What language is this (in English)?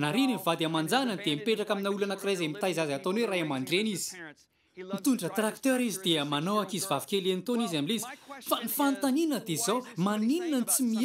Malagasy